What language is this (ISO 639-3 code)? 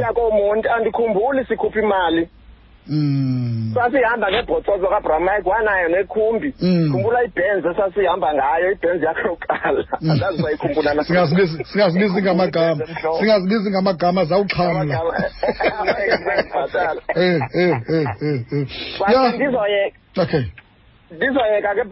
xho